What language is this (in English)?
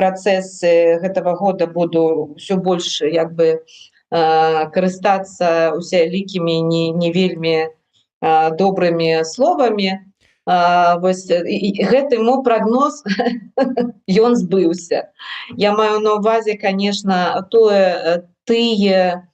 Belarusian